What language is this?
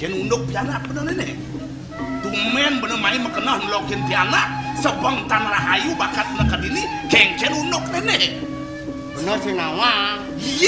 Balinese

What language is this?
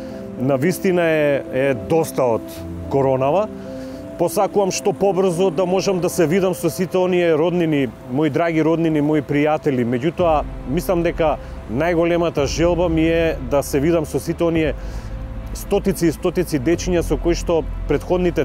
Macedonian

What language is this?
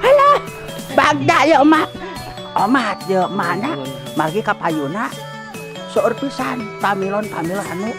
Sundanese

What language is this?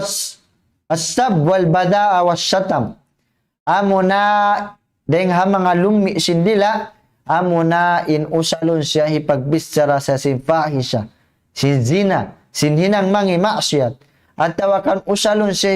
Tausug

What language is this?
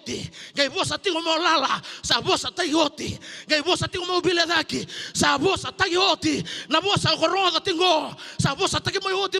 Fijian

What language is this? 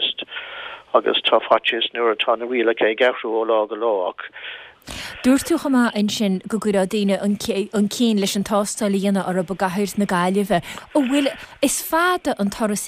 Irish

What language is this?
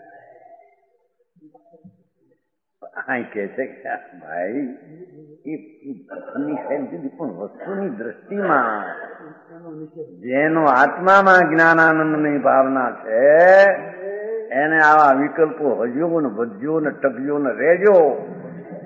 Gujarati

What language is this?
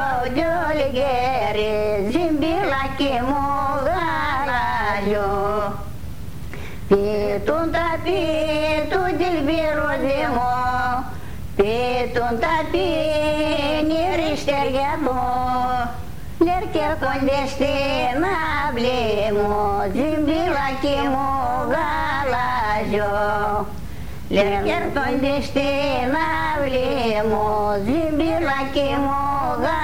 Greek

